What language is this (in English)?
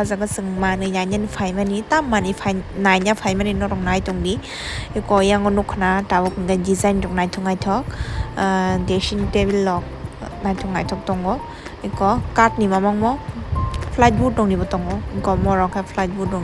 Kok Borok